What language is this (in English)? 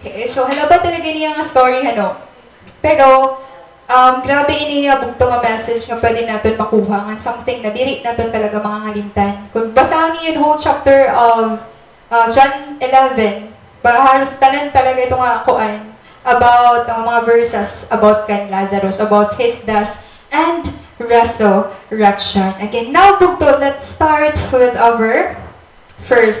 Waray